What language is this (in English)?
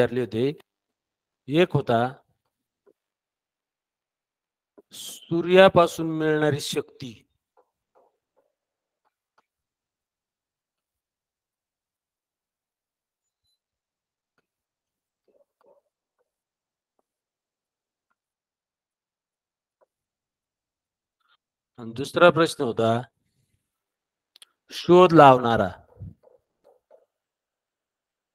Marathi